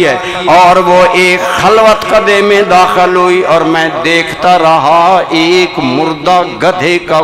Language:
Urdu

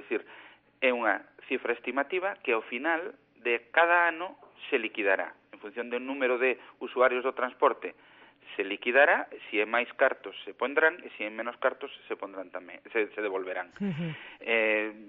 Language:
Galician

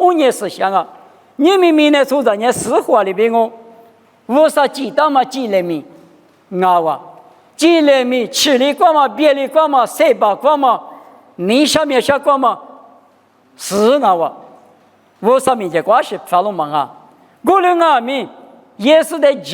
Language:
Lisu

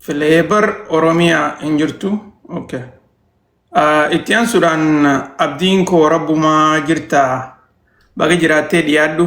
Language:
Oromo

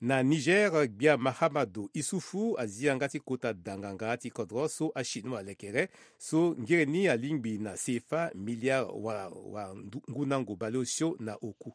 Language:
Sango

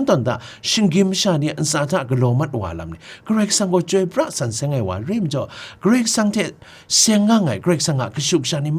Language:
Kachin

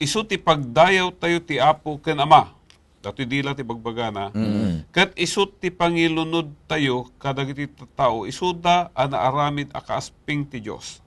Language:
Iloko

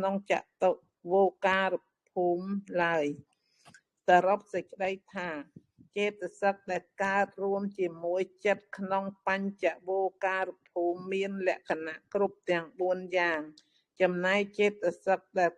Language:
Khmer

